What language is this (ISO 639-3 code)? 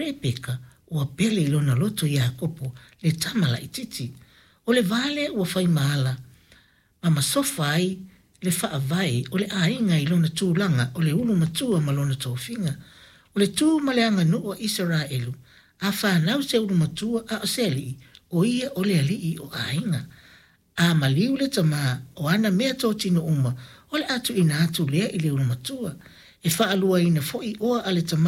smo